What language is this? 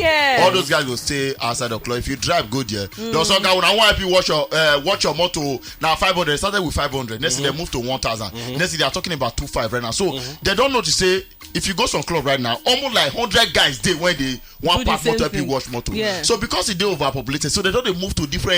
Nigerian Pidgin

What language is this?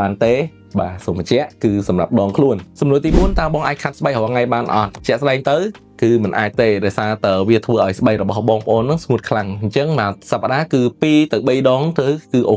Khmer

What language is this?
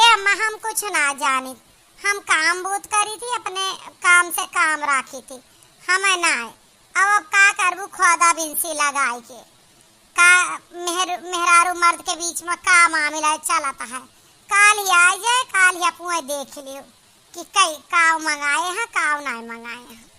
Awadhi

